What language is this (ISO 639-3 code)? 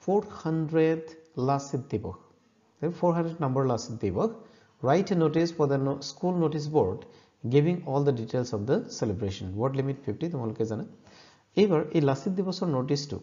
asm